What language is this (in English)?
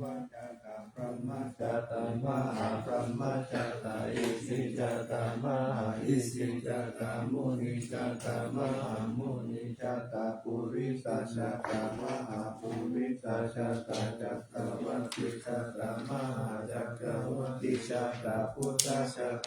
Pali